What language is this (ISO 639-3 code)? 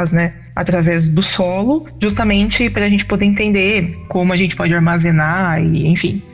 por